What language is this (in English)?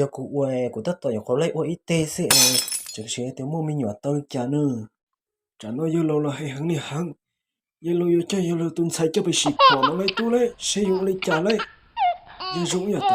Hmong